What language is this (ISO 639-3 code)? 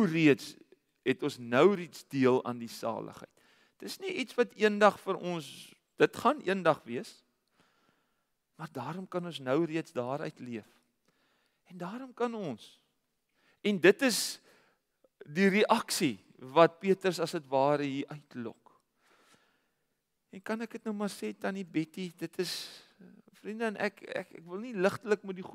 afr